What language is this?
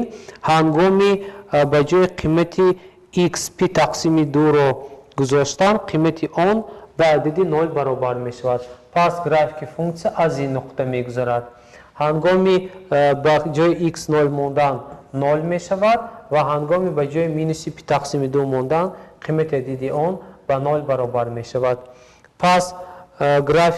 Tajik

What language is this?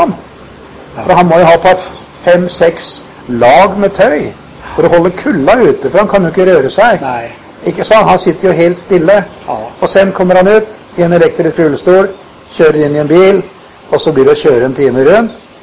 Norwegian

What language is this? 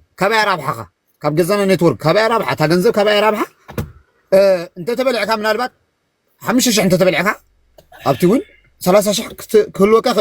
Tigrinya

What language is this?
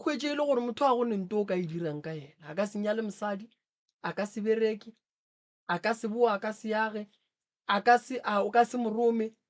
Northern Sotho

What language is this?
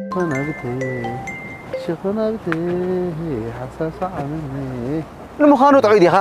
Tigrinya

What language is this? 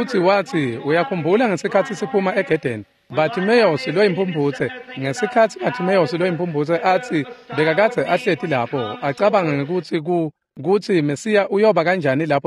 Swati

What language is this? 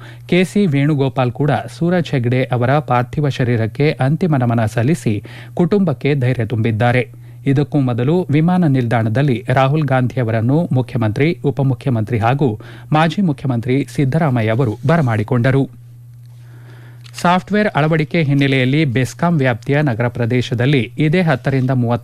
Kannada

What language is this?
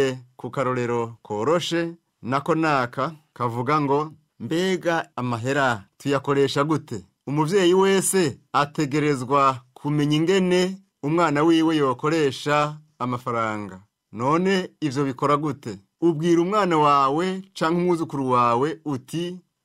Rundi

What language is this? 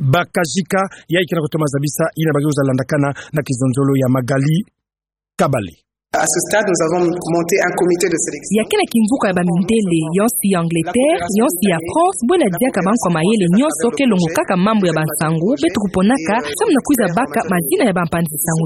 Kituba (Democratic Republic of Congo)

